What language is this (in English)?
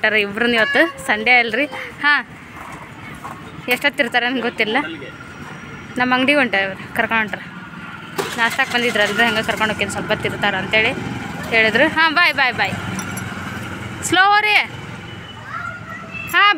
Kannada